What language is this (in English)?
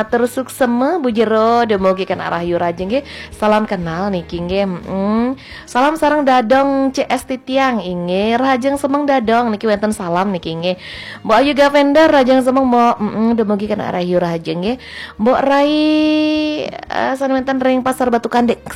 Balinese